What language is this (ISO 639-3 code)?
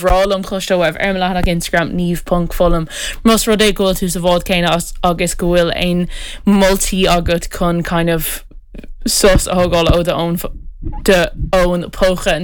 gle